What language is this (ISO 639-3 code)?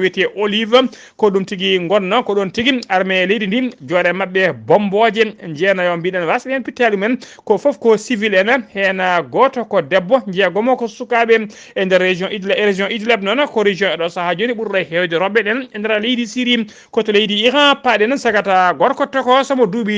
ful